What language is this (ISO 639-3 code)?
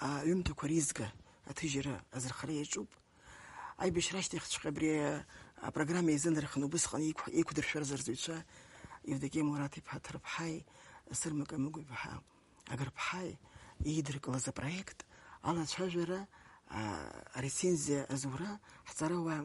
abk